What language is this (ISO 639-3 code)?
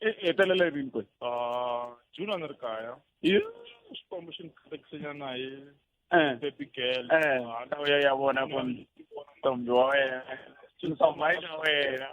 tso